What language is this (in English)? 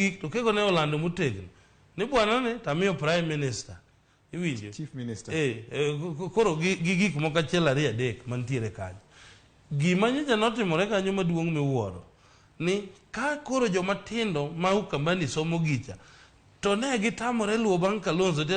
Luo (Kenya and Tanzania)